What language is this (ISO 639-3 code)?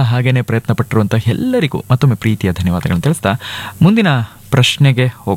kan